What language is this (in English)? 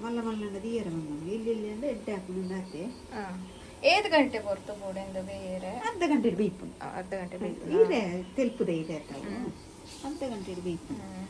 Tulu